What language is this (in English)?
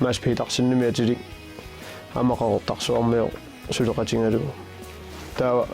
Kalaallisut